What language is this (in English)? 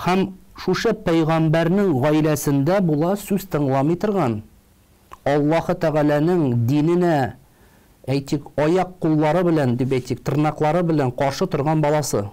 Tatar